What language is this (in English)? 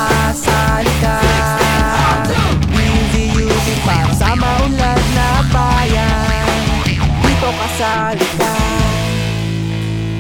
Filipino